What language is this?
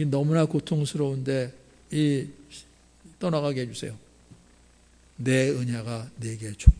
Korean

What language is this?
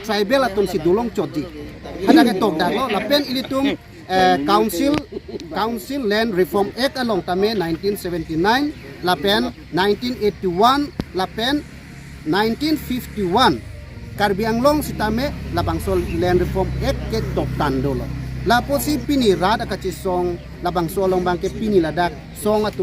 Karbi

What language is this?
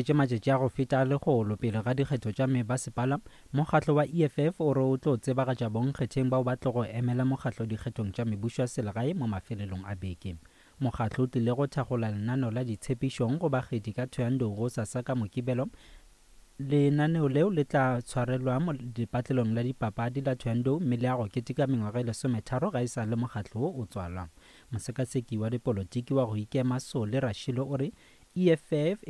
Northern Sotho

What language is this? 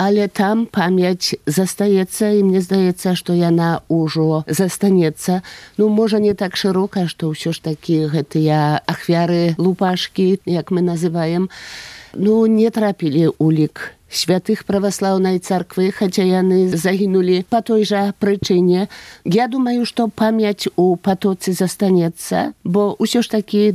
Polish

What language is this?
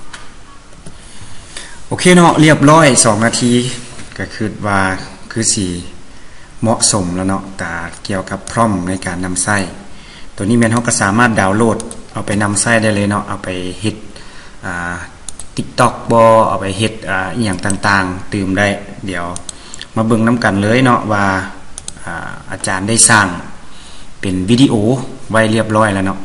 Lao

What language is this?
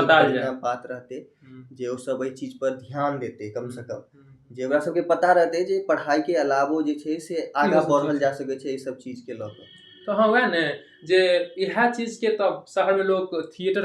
Maithili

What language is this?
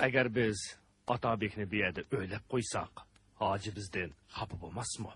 Uyghur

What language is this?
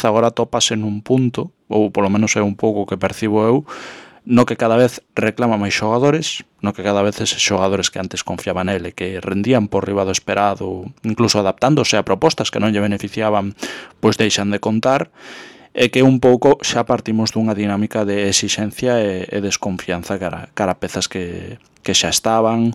Galician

